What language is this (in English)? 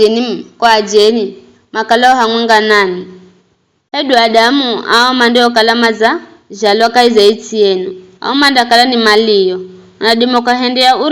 Giryama